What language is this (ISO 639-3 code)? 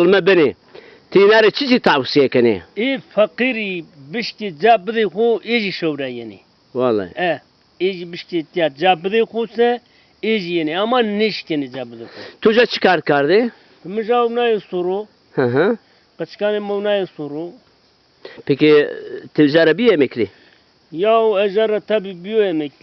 zza